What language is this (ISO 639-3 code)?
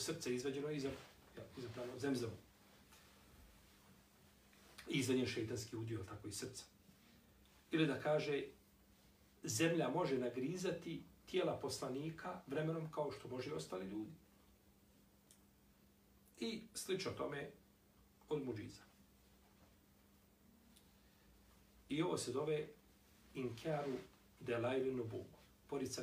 bos